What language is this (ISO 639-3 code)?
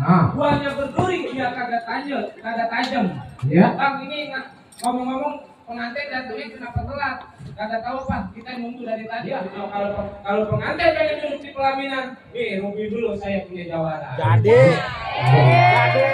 bew